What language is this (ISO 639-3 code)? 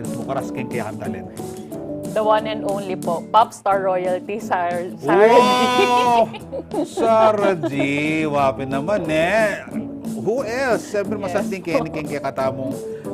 pam